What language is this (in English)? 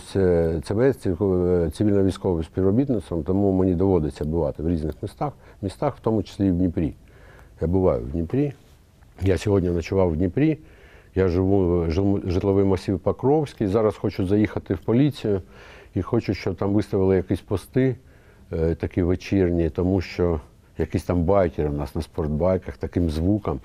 Ukrainian